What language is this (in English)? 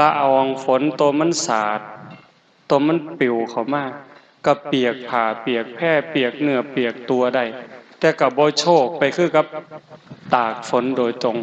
Lao